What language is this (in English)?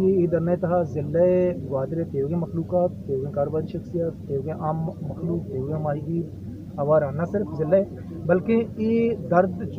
Eastern Balochi